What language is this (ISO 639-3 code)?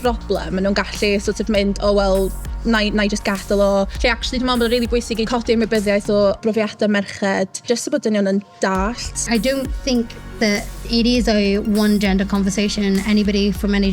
cym